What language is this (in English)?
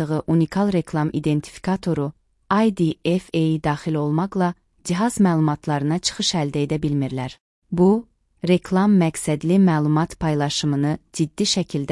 Azerbaijani